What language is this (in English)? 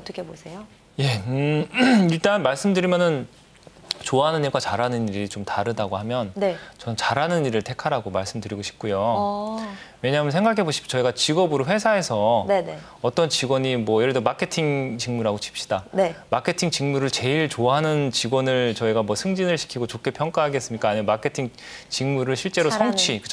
Korean